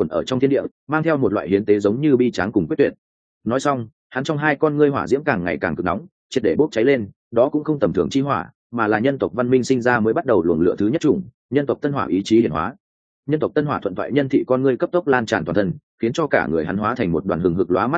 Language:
Vietnamese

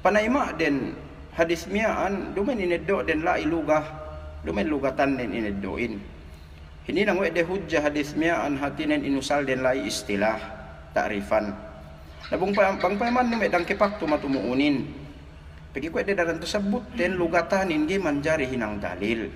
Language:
Yakan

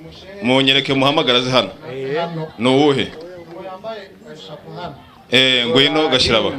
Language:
Kinyarwanda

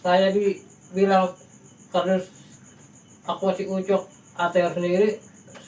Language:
Betawi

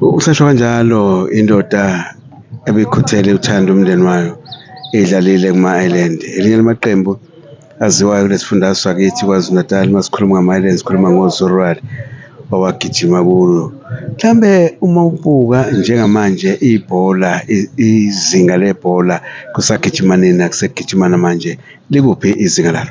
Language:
Zulu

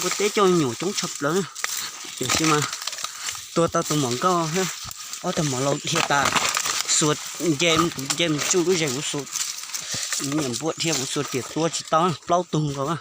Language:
Hmong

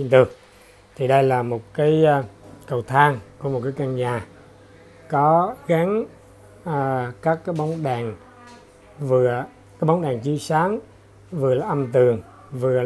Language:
Vietnamese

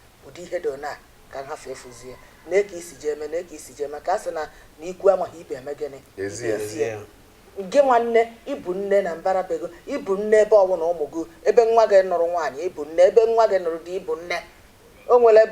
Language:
Igbo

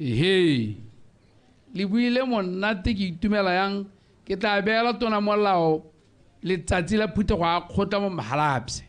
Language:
Tswana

